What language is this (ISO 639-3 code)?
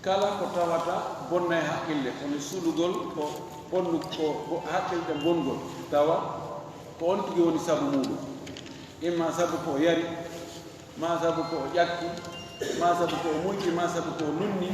ful